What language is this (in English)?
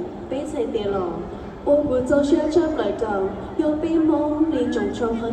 Hmong